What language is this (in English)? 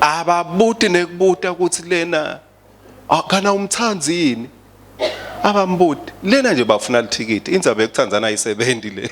Swati